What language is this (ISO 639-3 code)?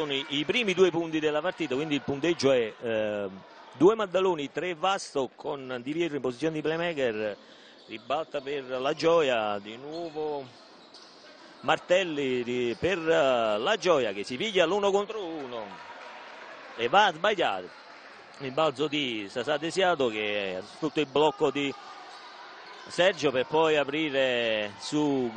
ita